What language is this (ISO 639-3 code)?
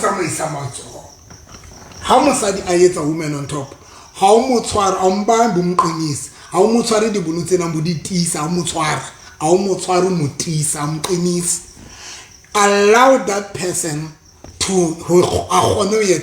sot